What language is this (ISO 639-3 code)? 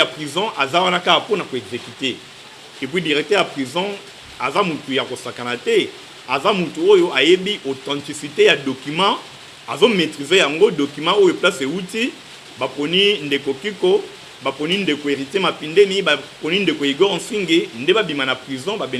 lin